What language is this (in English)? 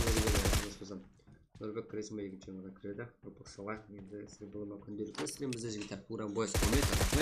Kara-Kalpak